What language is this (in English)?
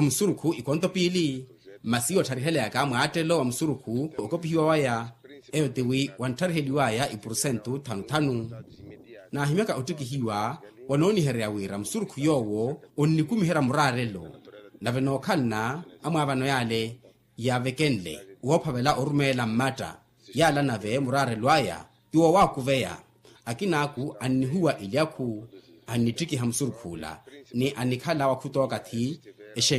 Makhuwa